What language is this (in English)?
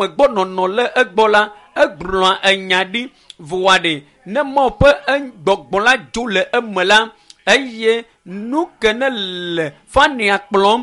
Ewe